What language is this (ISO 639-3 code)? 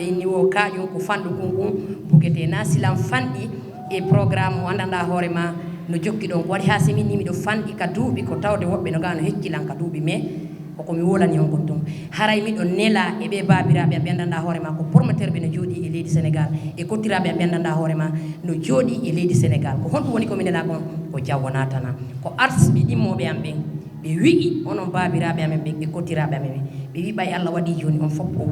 ful